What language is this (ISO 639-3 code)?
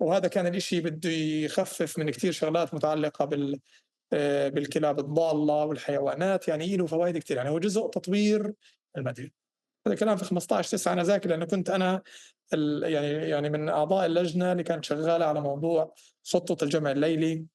apc